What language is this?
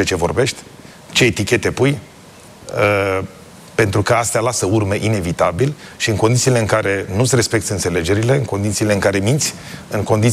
Romanian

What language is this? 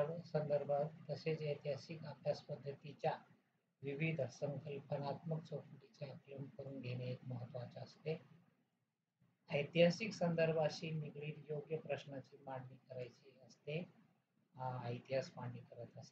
Marathi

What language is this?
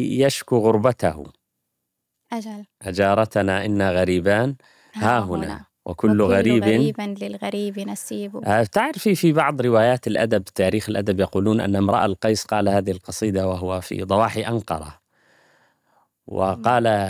Arabic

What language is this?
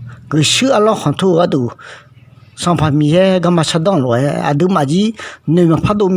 Akha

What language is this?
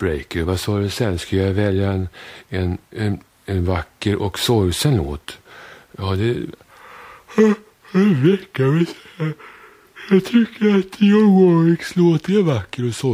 Swedish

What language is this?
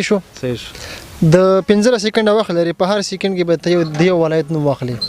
Pashto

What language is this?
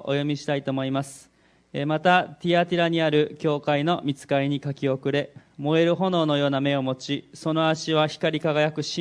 Japanese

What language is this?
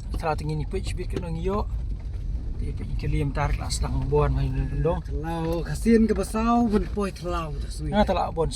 Khasi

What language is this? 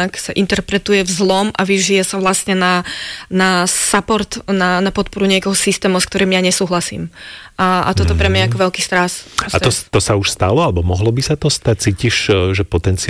Slovak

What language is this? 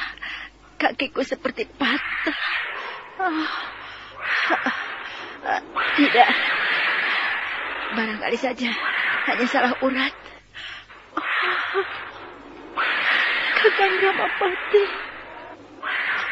Indonesian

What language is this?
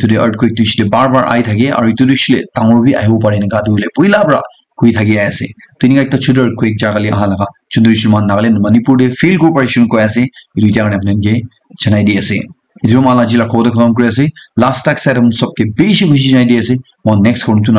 Naga Pidgin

